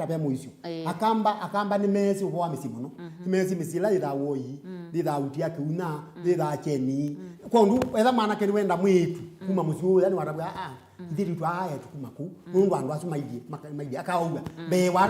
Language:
Kamba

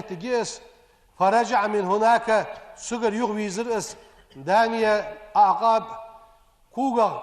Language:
Ingush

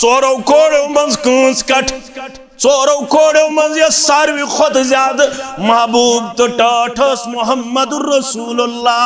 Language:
Kashmiri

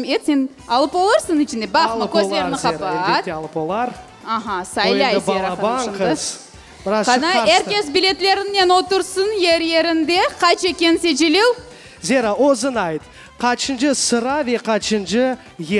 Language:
Crimean Tatar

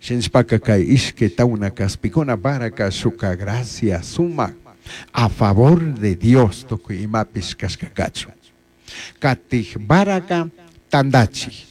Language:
Chimborazo Highland Quichua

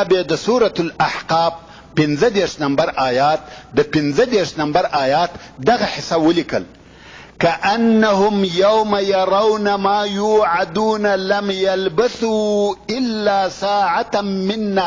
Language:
Pashto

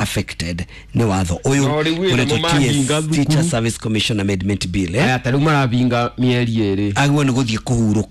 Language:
Kikuyu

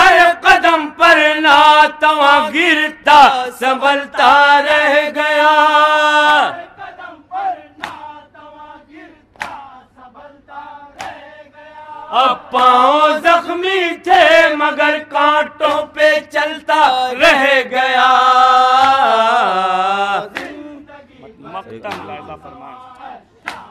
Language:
Urdu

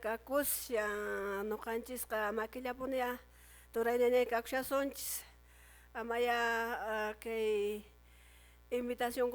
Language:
Quechua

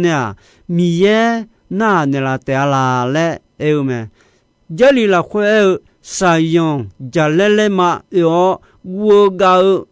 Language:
Akha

